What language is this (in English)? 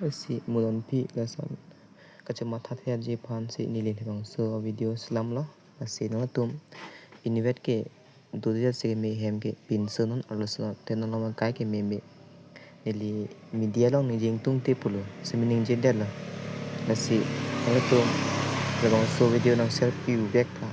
Karbi